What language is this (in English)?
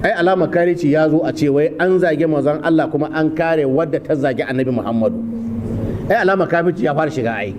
Hausa